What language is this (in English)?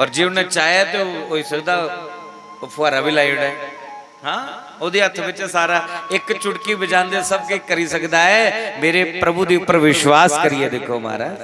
Dogri